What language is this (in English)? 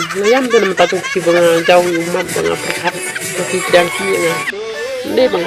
Khasi